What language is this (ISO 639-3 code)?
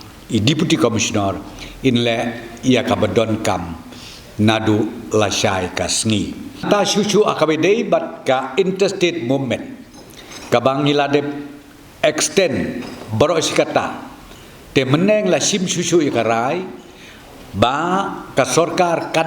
kha